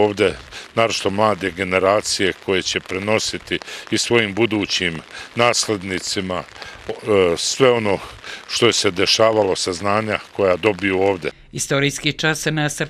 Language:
Bosnian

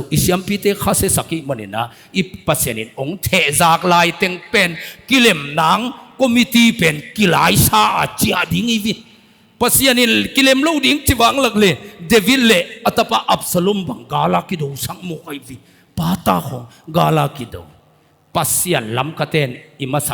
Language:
Tedim Chin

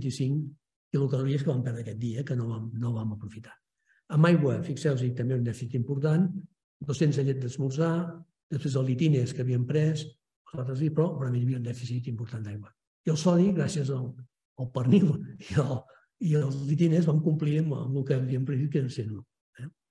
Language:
Catalan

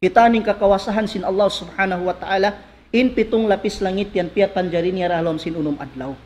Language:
Tausug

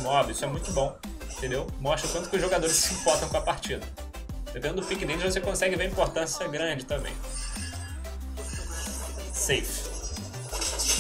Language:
Portuguese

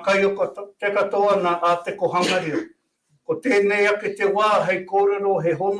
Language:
Māori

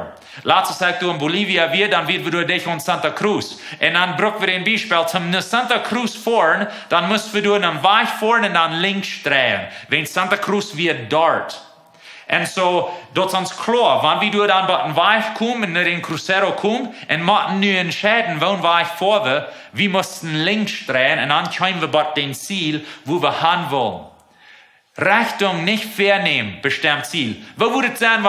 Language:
Plautdietsch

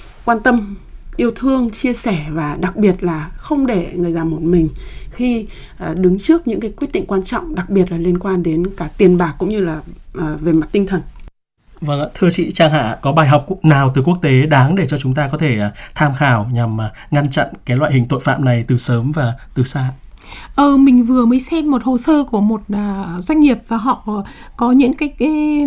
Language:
Vietnamese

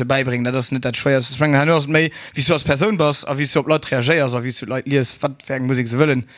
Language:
Luxembourgish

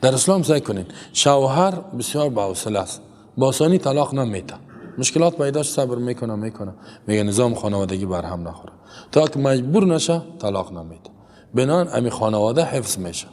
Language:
Persian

